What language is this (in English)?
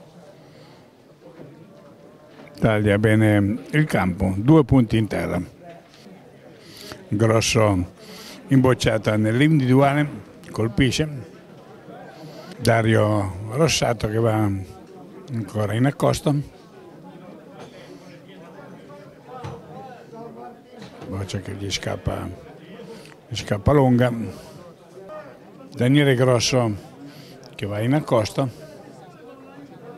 Italian